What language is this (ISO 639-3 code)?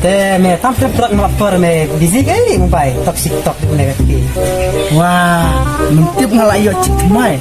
kha